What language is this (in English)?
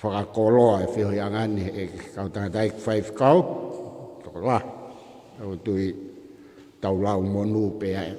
Tongan